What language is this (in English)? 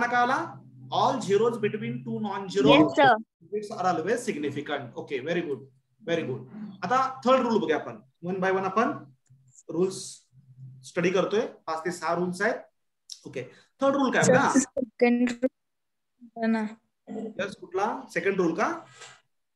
Marathi